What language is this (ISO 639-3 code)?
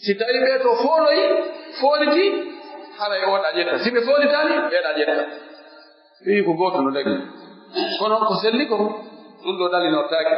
fuf